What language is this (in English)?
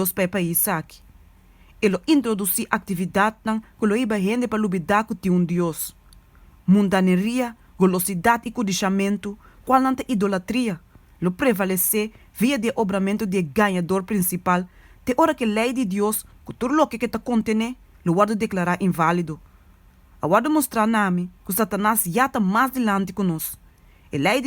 Papiamento